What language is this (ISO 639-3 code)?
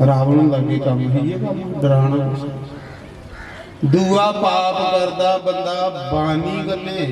doi